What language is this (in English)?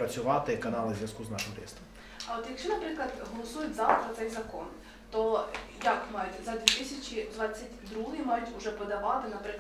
Ukrainian